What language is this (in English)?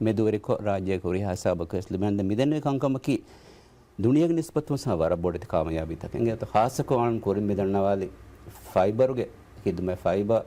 Divehi